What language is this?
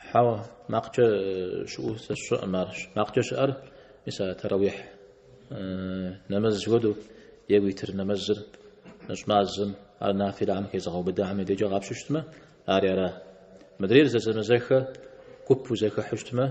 Kabardian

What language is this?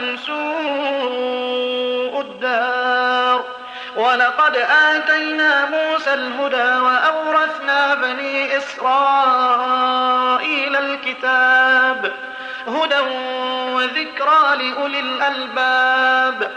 Arabic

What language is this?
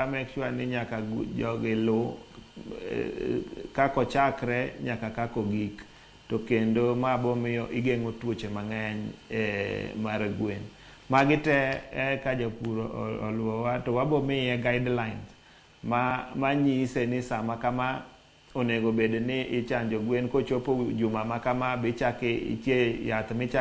Luo (Kenya and Tanzania)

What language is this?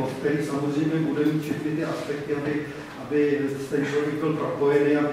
Czech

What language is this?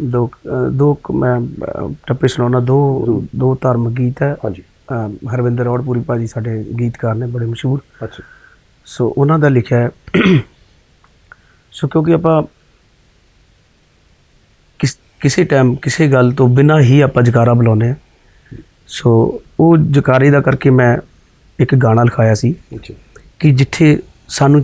Punjabi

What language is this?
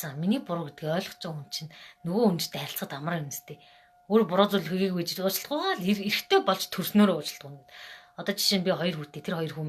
Mongolian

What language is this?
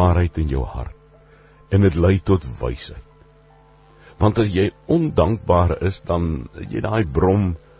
Afrikaans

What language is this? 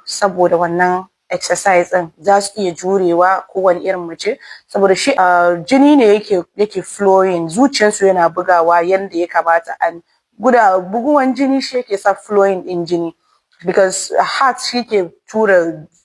Hausa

